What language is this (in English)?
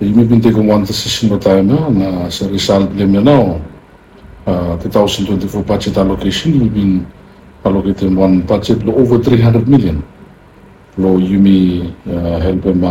Bislama